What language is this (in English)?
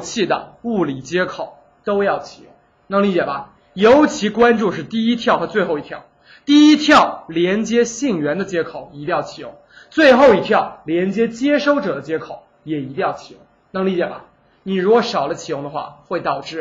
Chinese